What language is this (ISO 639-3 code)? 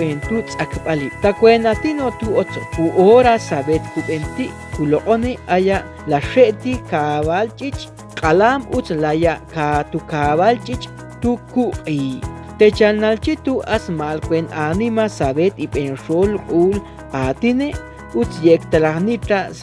ixl